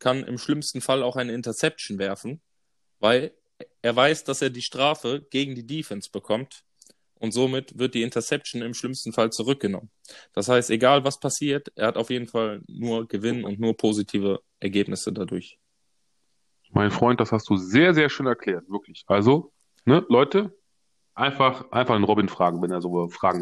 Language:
German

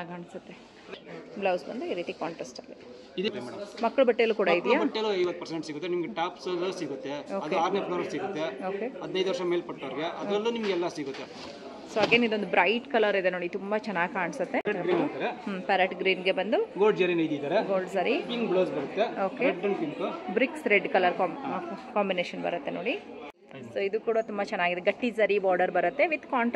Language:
Kannada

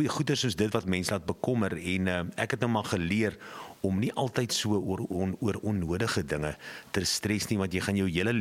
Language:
Afrikaans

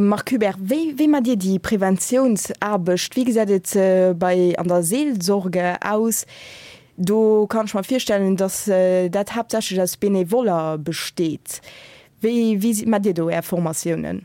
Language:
Luxembourgish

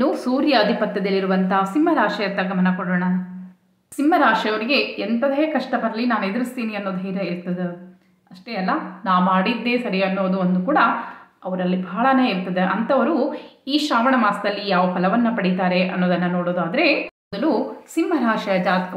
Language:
Kannada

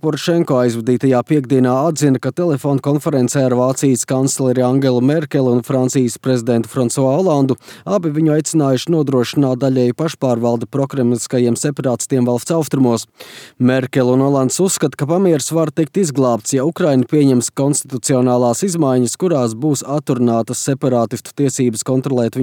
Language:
Latvian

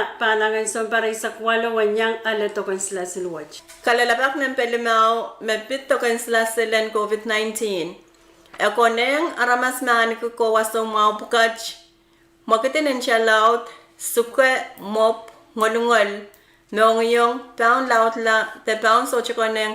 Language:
Pohnpeian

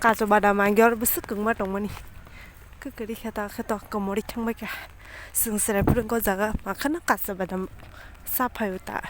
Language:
Kok Borok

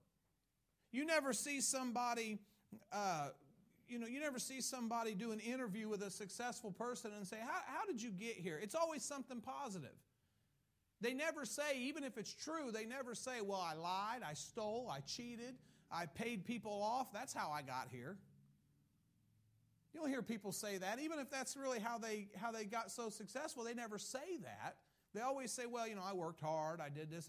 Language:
English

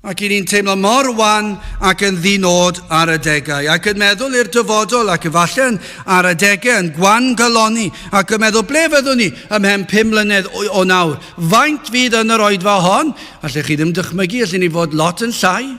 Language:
Welsh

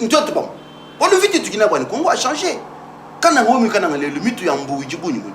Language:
Luba-Lulua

